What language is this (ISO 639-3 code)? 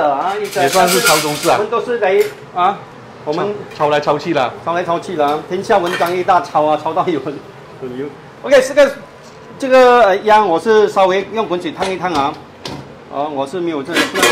zho